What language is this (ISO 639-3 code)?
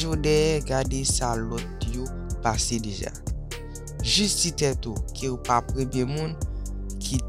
hat